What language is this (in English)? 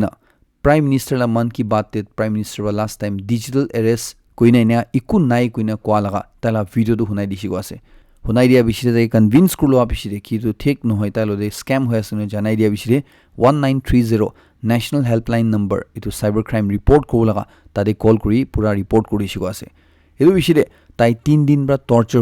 Naga Pidgin